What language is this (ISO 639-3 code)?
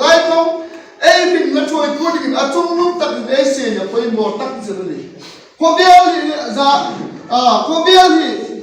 hmr